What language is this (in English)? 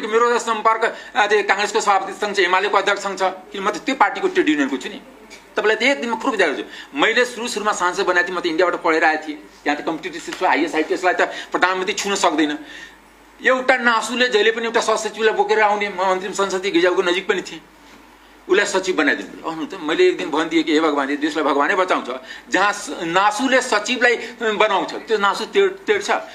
Nepali